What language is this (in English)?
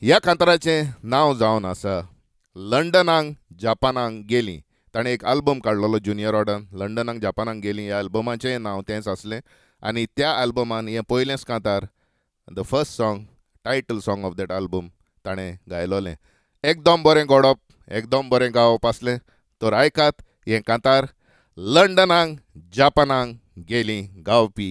Konkani